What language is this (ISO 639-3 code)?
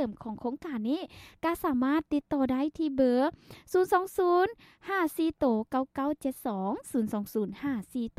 lao